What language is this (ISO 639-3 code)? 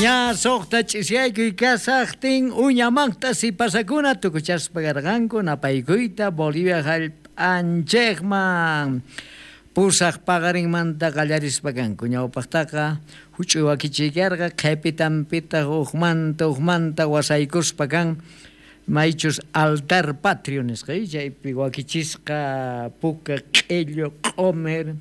quh